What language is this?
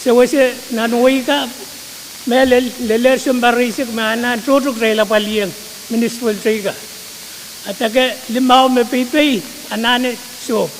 Pohnpeian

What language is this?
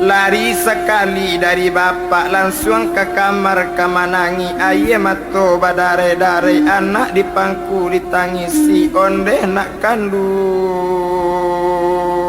Minangkabau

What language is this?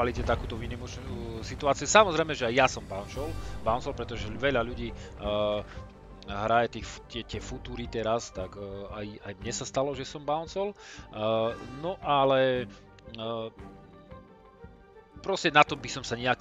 Slovak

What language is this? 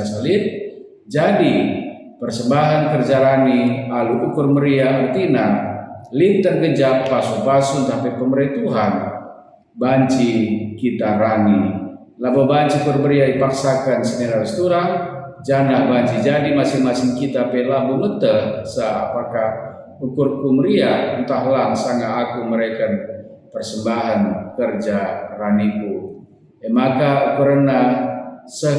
Batak Karo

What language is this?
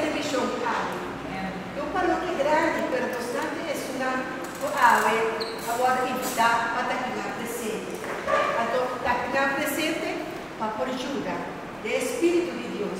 Papiamento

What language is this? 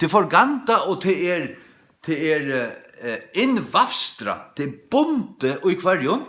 Faroese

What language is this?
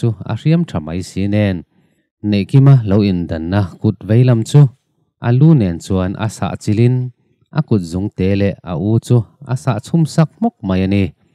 Mizo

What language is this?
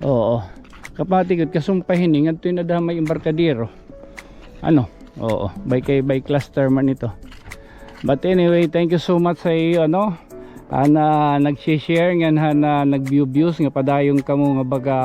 Waray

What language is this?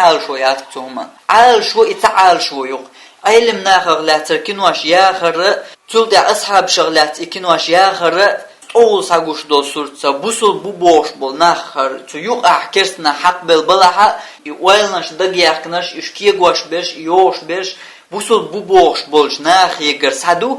Chechen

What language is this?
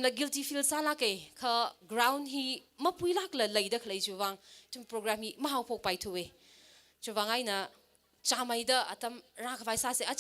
Tangkhul Naga (India)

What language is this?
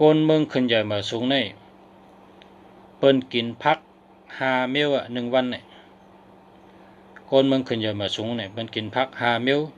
Shan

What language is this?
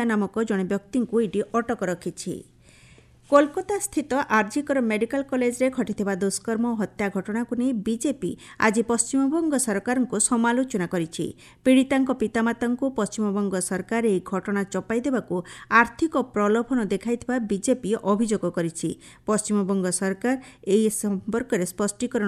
Odia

